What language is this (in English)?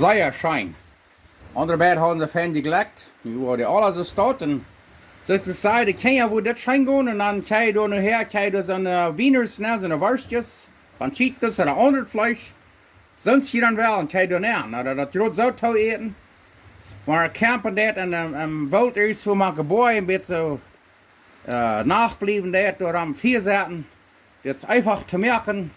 Plautdietsch